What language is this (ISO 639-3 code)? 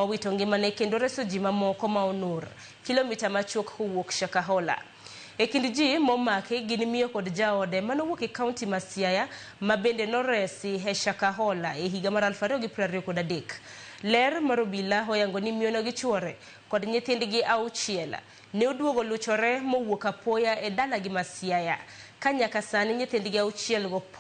luo